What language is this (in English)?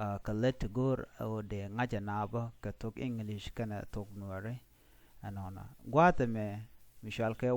Nuer